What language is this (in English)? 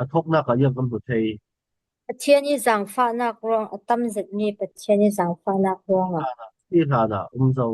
Falam Chin